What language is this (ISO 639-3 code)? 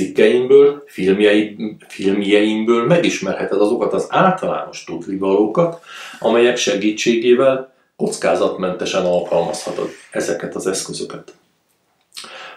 hun